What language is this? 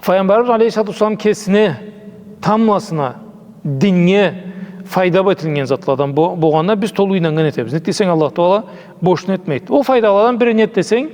Karachay-Balkar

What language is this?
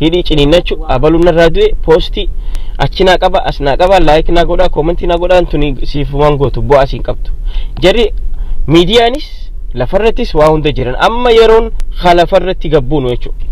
Oromo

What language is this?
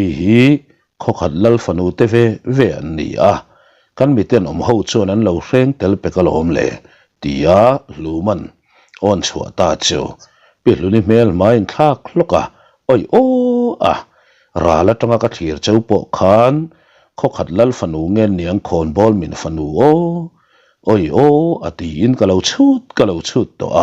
Mizo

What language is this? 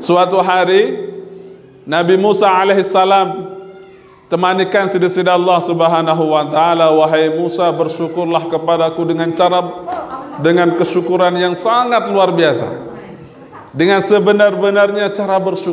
Sasak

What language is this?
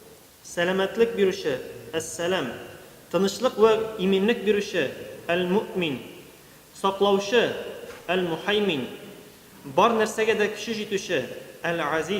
Tatar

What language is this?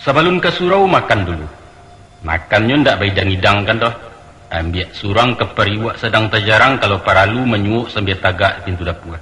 Minangkabau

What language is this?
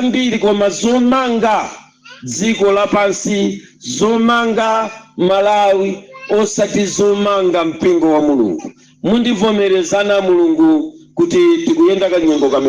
Nyanja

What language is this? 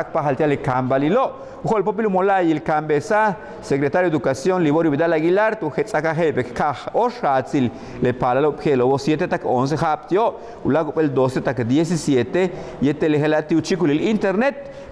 Yucateco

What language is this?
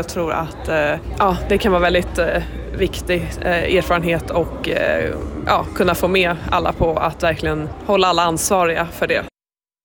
Swedish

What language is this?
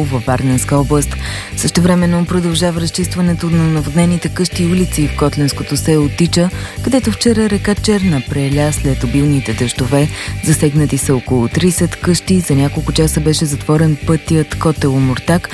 Bulgarian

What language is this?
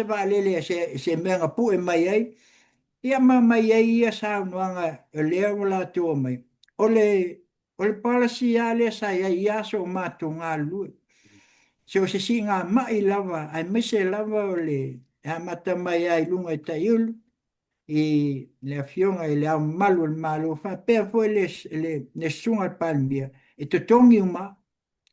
Samoan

